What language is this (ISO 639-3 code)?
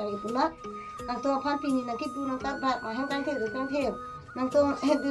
mjw